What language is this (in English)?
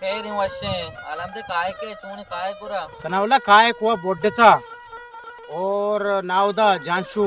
Baluchi